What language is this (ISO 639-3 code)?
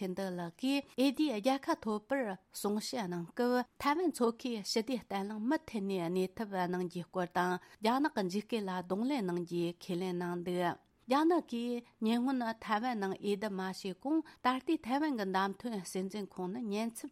bod